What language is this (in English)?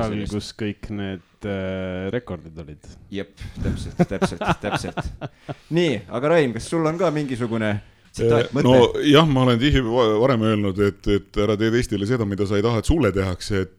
Estonian